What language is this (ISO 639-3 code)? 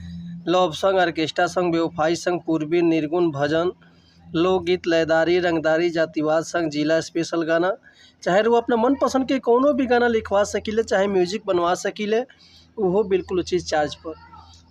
bho